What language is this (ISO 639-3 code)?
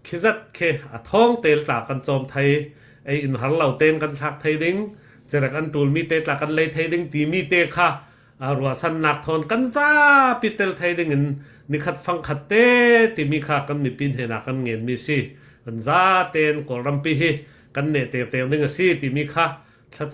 cfm